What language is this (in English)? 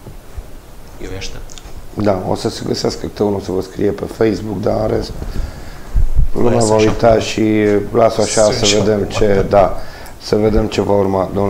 Romanian